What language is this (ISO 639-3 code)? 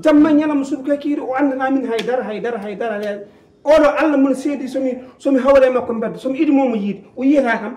ful